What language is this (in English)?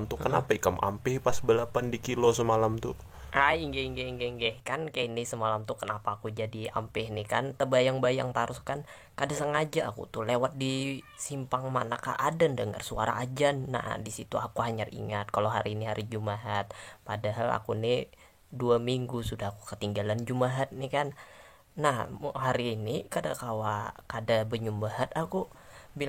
Banjar